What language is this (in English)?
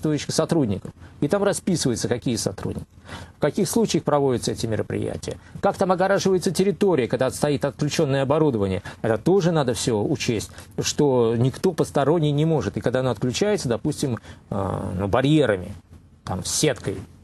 Russian